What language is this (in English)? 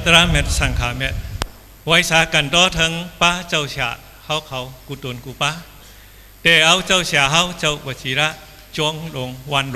Shan